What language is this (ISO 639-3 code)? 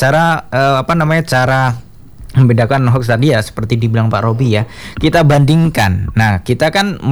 ind